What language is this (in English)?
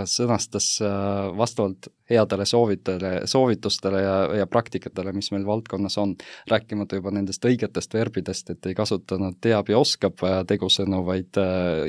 Estonian